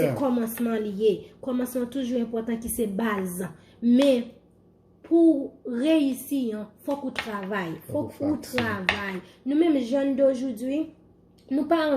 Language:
Haitian Creole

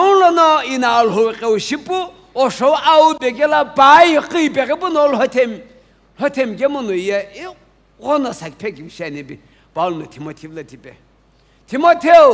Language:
Sumi Naga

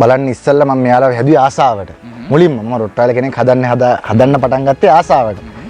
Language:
Sinhala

